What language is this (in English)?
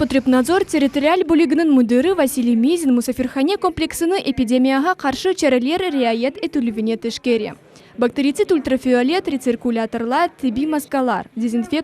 Crimean Tatar